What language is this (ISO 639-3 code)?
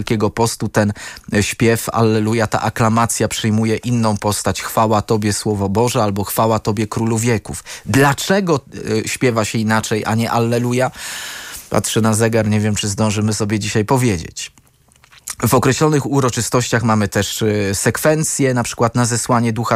pol